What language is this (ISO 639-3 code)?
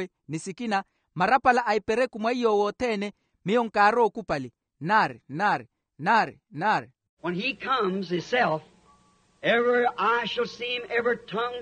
vmw